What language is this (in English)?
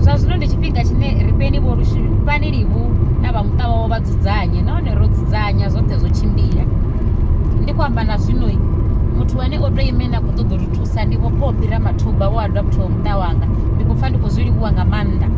Venda